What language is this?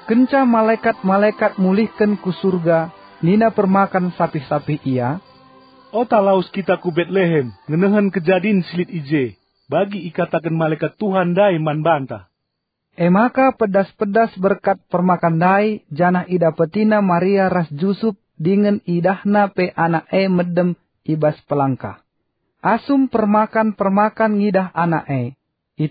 Batak Karo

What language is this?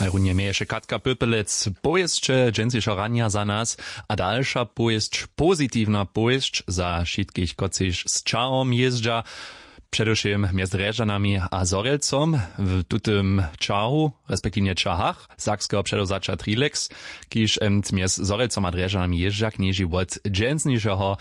Upper Sorbian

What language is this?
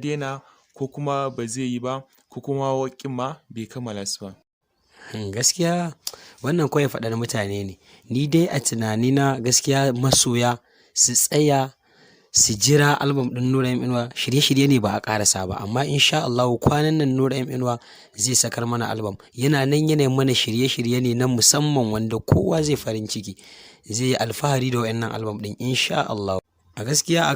Hausa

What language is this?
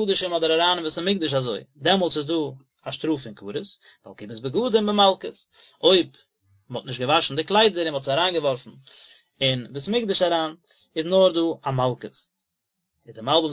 Yiddish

